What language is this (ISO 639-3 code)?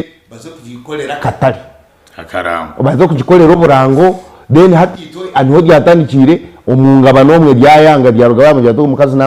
nyn